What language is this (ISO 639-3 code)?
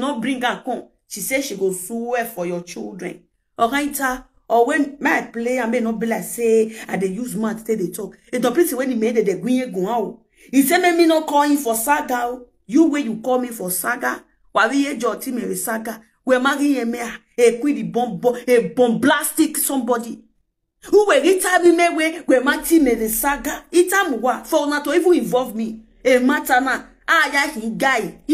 pcm